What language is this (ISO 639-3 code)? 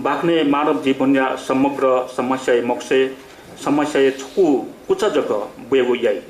new